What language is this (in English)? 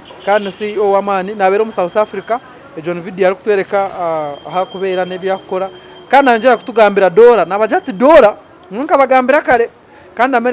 Nyankole